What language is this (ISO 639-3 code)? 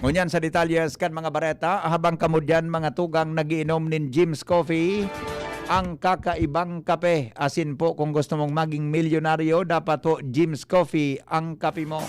bik